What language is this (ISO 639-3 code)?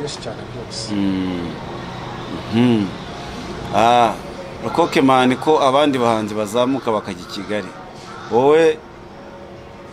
kin